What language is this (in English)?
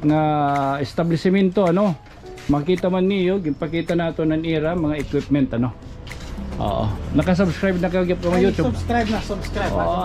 Waray